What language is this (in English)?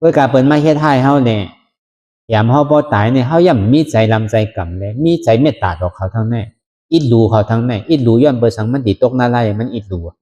Shan